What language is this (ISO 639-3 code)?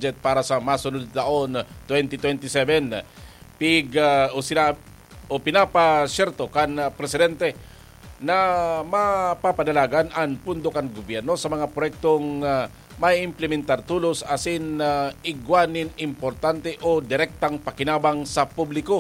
bik